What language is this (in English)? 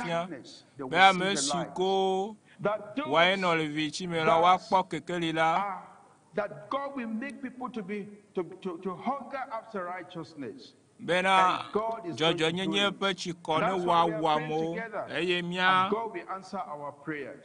Ewe